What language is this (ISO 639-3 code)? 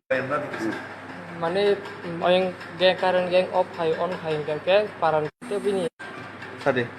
trp